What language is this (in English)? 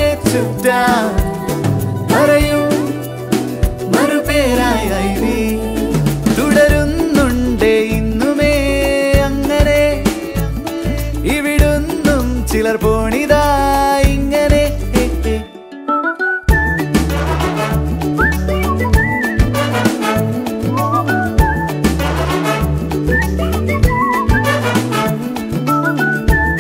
Malayalam